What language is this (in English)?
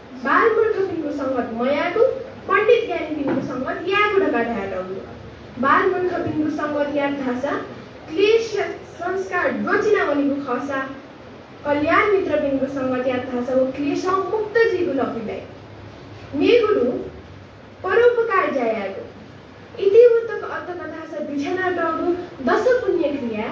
Newari